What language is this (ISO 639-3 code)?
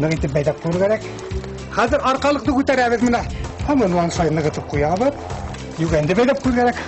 bak